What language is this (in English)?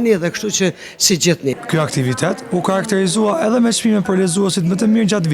Albanian